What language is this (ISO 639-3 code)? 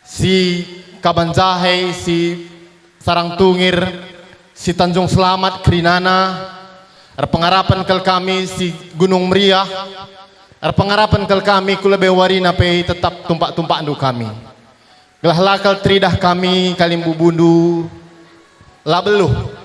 btx